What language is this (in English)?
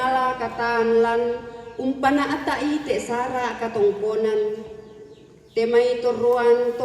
Toraja-Sa'dan